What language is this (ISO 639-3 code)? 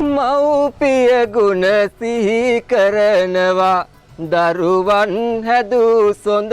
sin